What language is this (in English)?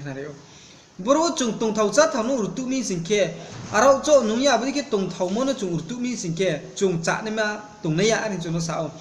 Riang (India)